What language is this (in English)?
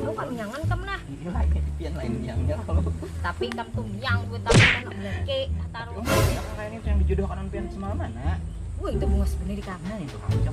Banjar